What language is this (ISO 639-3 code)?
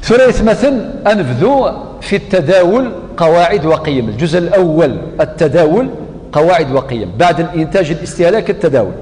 kab